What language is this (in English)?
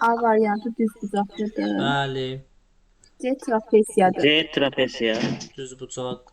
Azerbaijani